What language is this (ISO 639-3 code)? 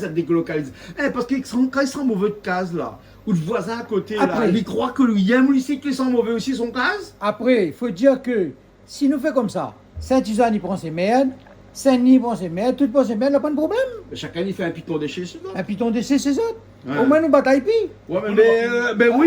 rcf